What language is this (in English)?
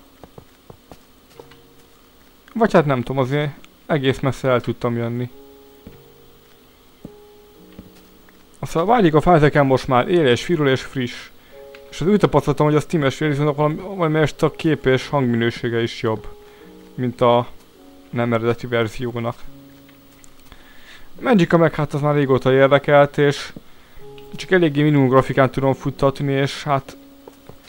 Hungarian